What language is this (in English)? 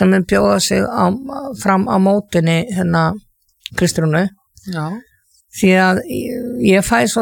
Icelandic